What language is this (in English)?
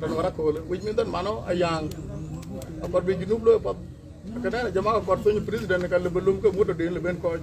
Dinka